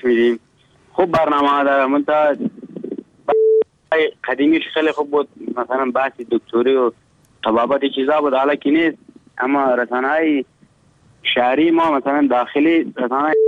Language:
Persian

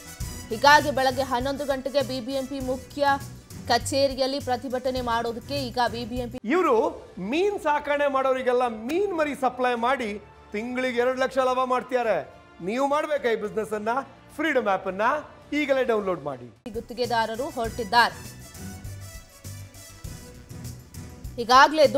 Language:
Kannada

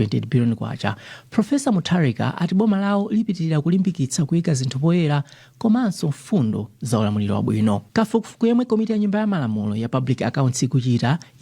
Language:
Nyanja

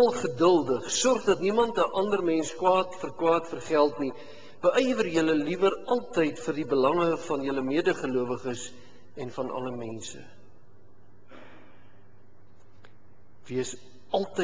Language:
Afrikaans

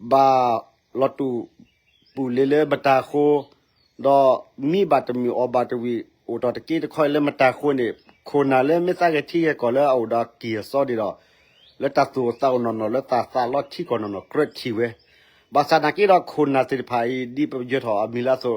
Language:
S'gaw Karen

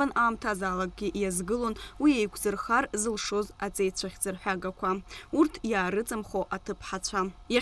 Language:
Abkhazian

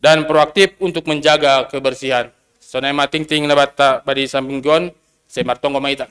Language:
Batak Simalungun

